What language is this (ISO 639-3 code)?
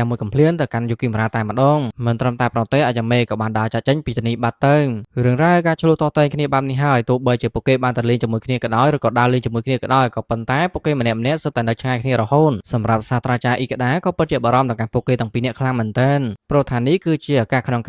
khm